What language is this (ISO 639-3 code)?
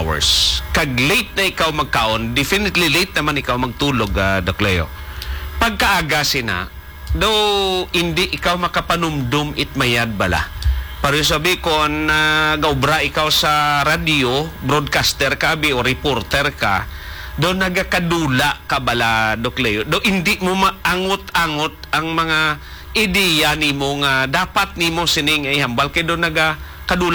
hil